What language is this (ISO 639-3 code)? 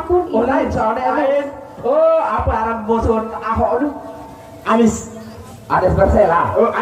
sas